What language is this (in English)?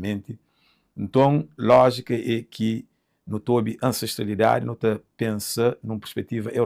Kabuverdianu